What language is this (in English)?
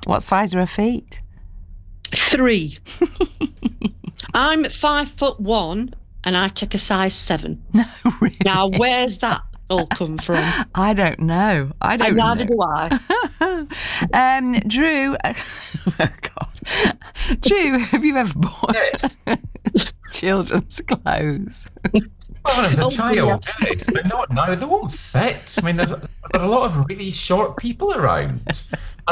English